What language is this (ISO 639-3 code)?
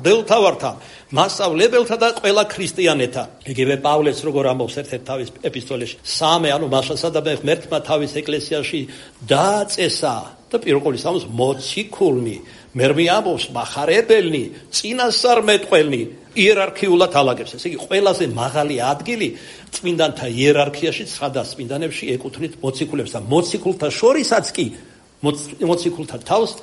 kat